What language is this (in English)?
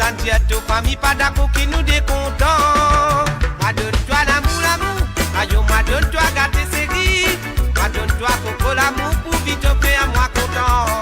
Morisyen